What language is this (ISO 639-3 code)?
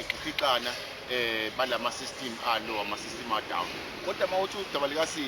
zul